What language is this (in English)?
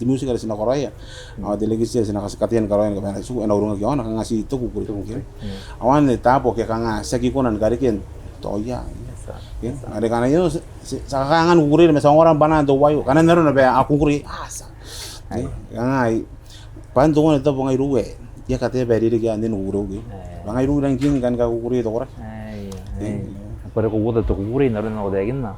Gilbertese